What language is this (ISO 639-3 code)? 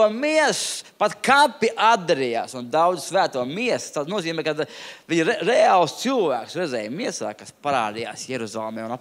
lav